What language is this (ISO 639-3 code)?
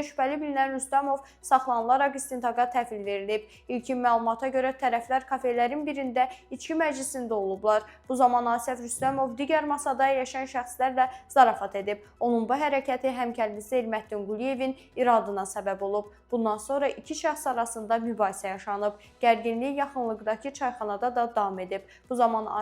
aze